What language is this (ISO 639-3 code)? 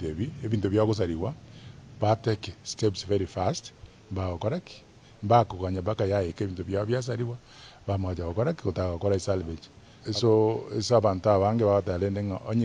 guz